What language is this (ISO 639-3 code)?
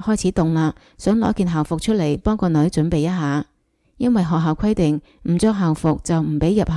yue